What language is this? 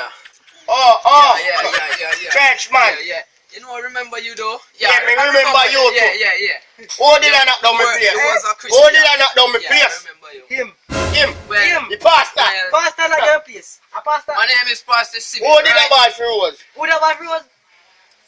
Jamaican Creole English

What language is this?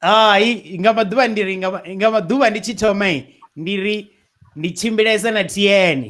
Venda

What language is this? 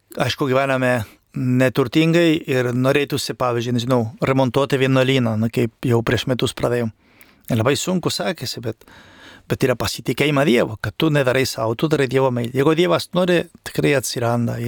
Lithuanian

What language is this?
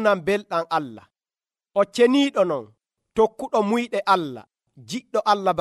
Nigerian Fulfulde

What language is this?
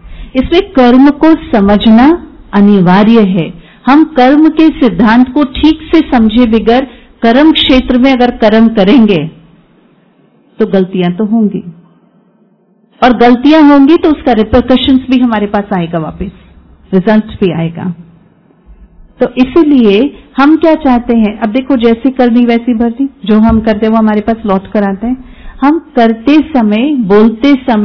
Hindi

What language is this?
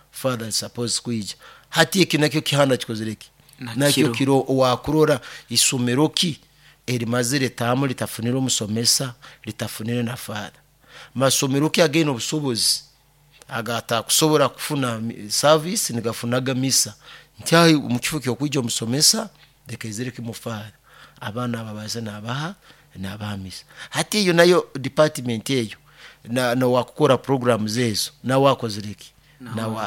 Nyoro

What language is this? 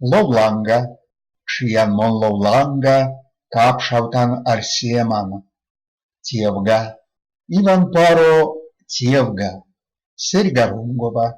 Erzya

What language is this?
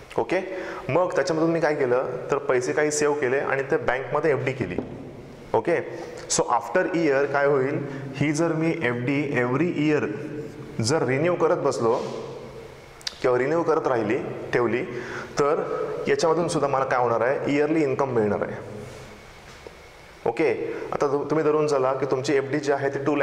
Marathi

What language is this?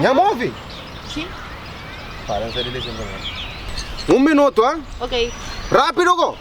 Kabuverdianu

